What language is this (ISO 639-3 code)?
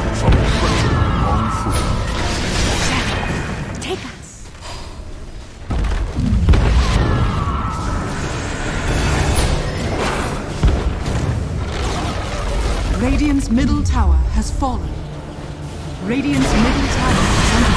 eng